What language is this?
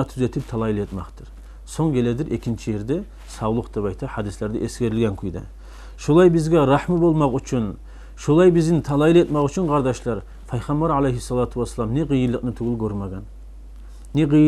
Kumyk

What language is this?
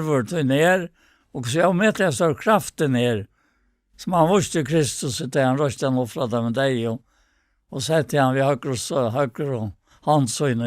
Faroese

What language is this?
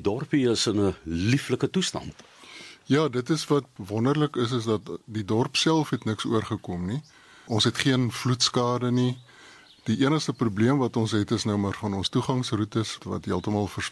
Afrikaans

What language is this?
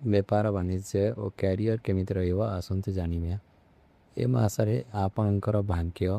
Odia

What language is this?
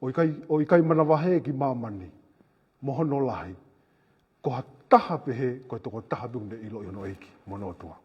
Tongan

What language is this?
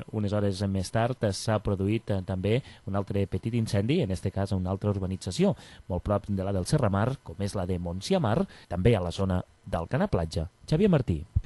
Catalan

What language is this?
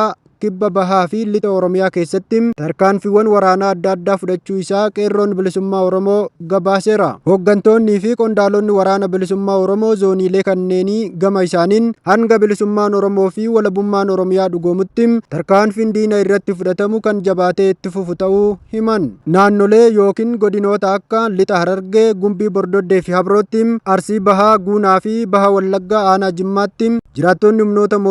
Oromo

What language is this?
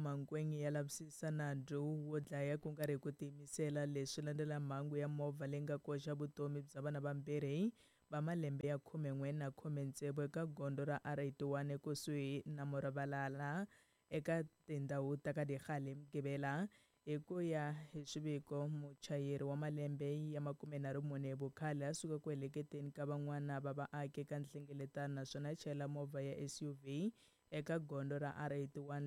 Tsonga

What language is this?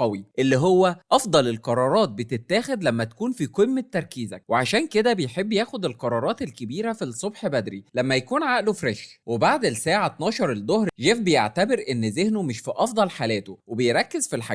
Egyptian Arabic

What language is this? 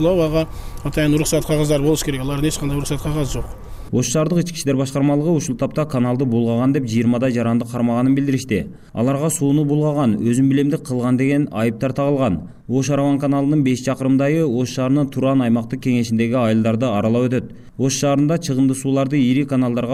Kyrgyz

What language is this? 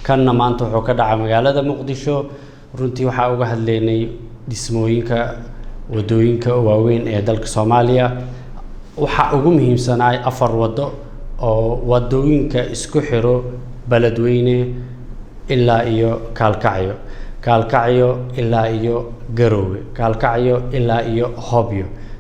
Somali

